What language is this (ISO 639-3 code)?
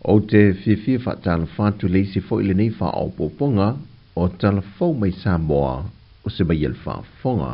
smo